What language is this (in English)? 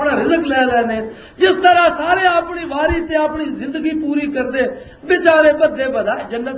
Western Panjabi